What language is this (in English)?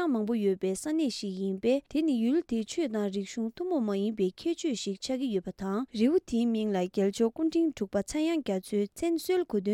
Tibetan